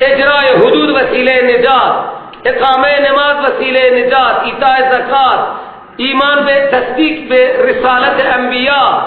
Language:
Persian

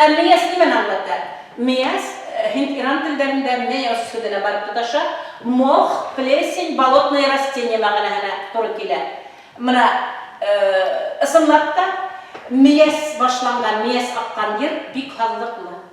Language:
Bashkir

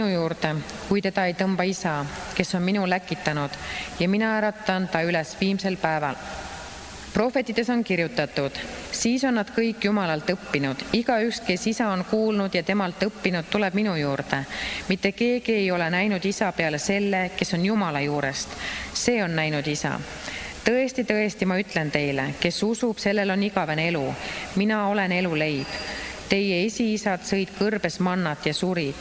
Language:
Estonian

